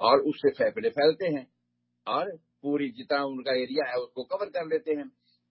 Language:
Urdu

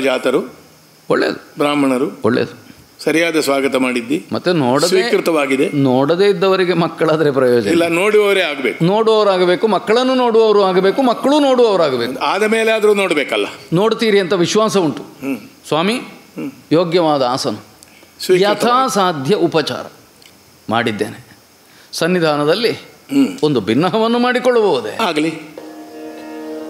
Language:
Kannada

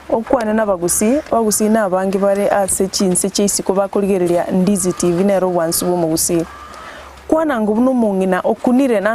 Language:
Gusii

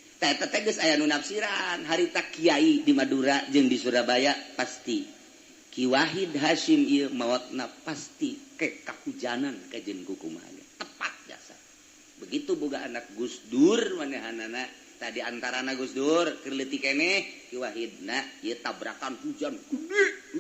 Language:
Sundanese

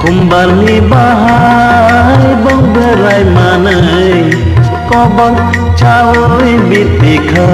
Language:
Kok Borok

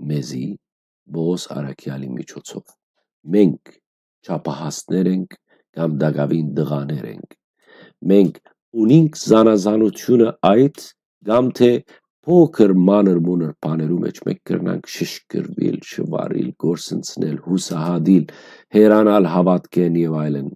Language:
Western Armenian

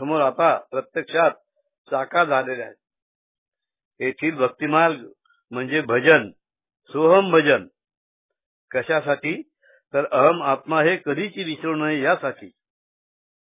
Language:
Marathi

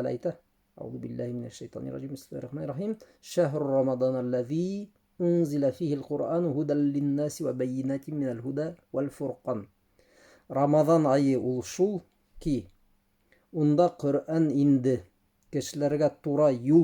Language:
Bashkir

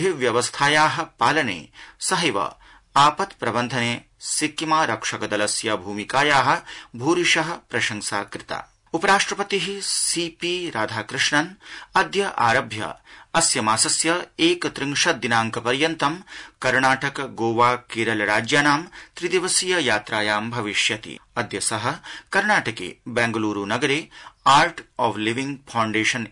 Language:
Sanskrit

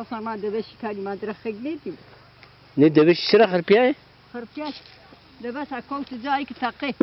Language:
Zaza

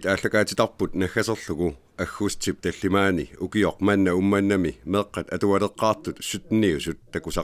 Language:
Kalaallisut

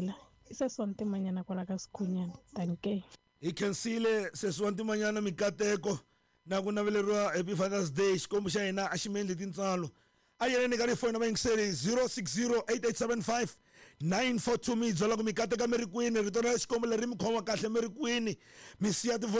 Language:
Tsonga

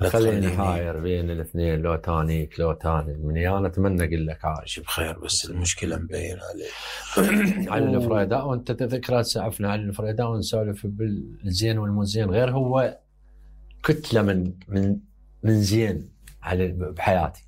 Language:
Mesopotamian Arabic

